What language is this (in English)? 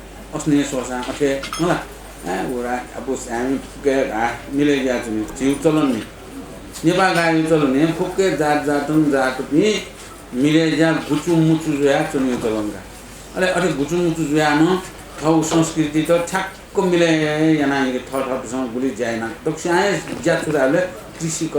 Newari